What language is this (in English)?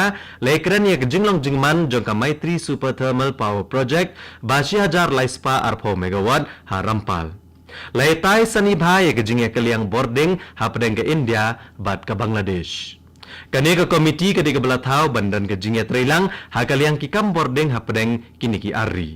Khasi